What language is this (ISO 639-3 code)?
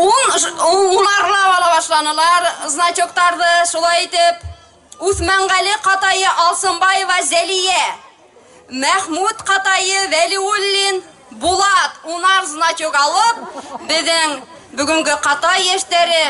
bak